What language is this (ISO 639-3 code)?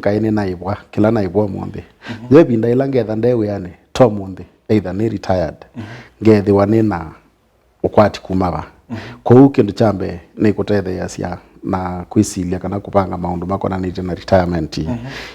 kam